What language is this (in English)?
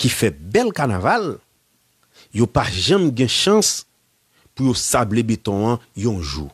Haitian Creole